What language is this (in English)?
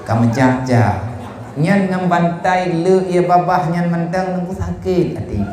Achinese